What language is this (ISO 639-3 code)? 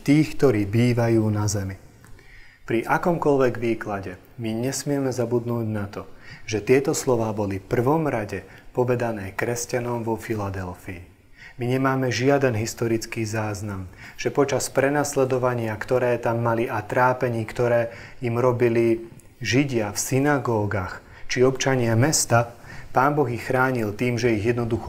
slk